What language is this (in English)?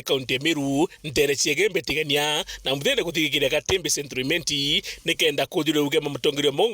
Meru